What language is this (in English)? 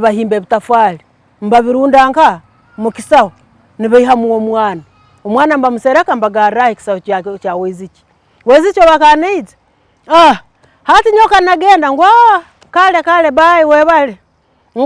Tooro